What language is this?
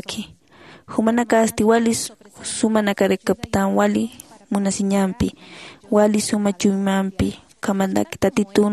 Aymara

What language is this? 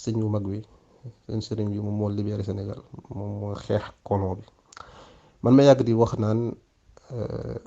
Wolof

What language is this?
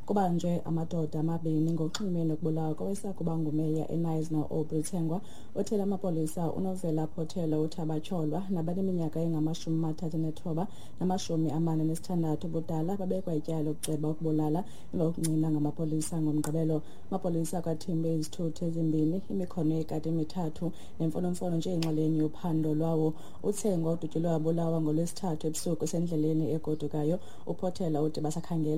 Xhosa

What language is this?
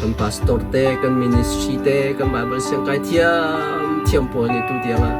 Hakha Chin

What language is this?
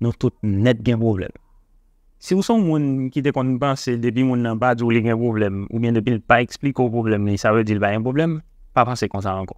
Haitian Creole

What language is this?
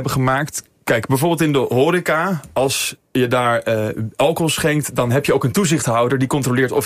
Dutch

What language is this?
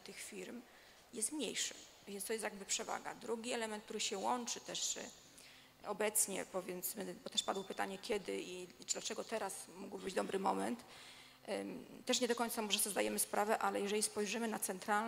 Polish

